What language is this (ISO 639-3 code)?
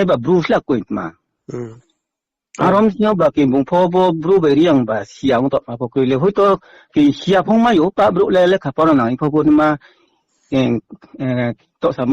ria